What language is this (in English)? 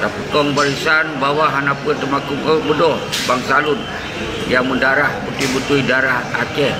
Achinese